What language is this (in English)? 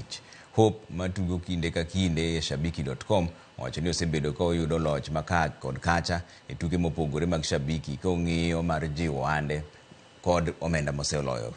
Luo (Kenya and Tanzania)